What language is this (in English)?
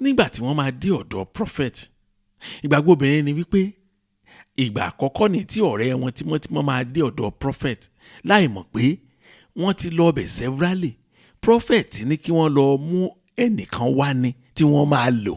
Yoruba